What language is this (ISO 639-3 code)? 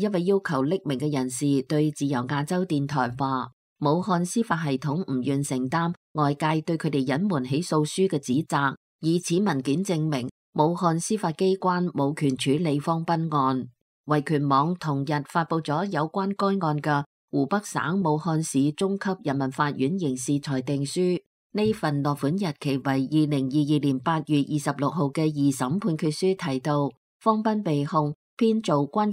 yue